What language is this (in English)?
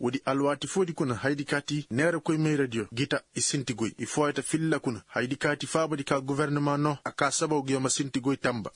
Koyraboro Senni